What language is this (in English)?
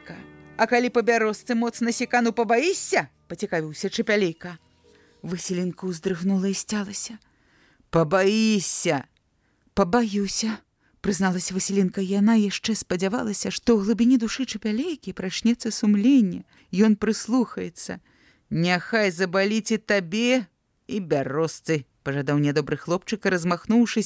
Belarusian